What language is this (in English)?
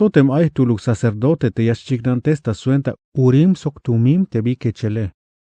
Tzeltal